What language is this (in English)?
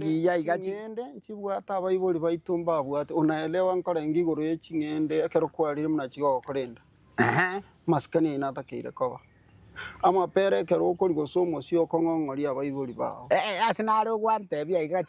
Gusii